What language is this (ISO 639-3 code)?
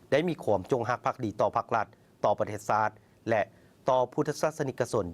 lao